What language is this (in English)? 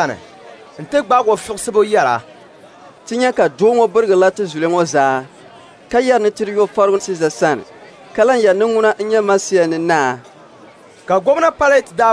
Dagbani